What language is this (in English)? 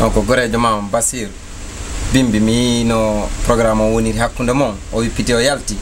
Fula